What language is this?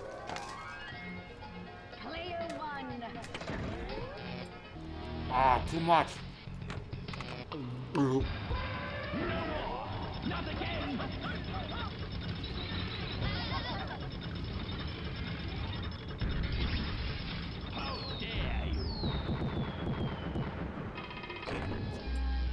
English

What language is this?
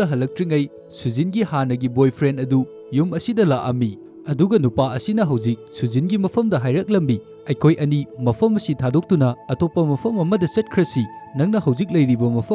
Manipuri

